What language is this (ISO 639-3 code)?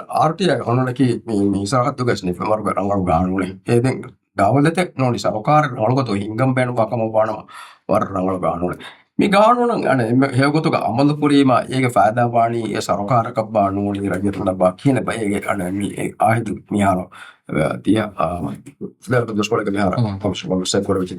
div